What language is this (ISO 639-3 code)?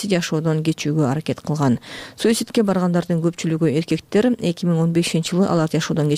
kir